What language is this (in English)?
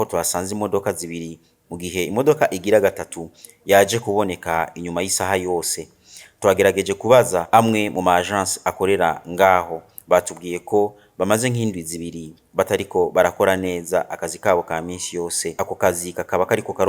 Rundi